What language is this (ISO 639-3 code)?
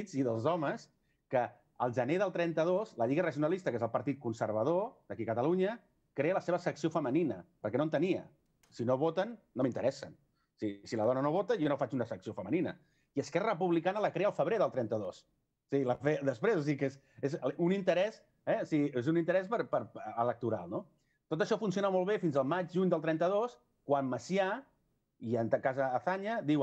cat